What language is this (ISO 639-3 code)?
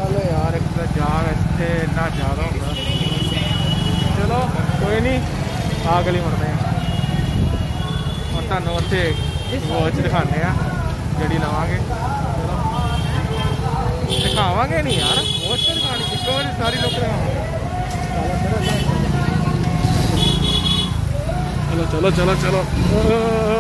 pan